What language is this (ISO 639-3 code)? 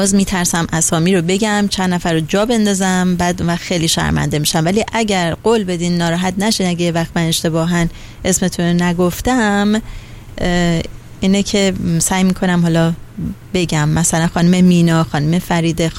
fas